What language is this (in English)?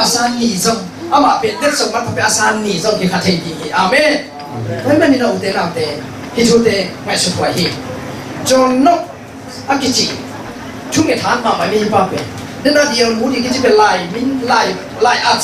Tedim Chin